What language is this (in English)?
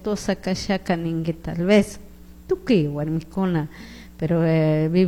Chimborazo Highland Quichua